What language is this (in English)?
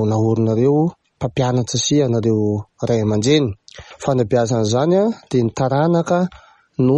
Malagasy